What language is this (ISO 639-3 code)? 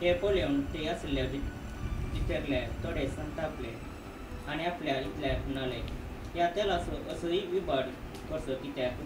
kok